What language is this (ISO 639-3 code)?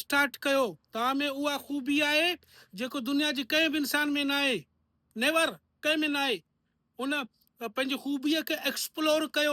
snd